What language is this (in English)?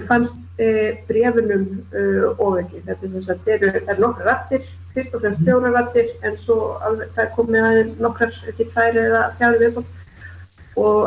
Icelandic